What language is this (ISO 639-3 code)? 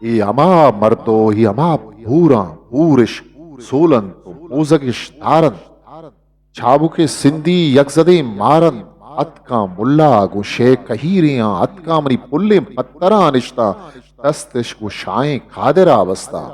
bgp